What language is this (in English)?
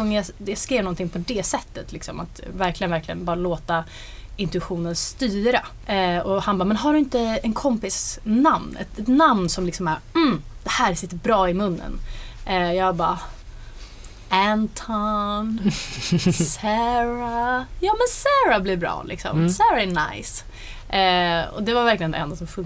Swedish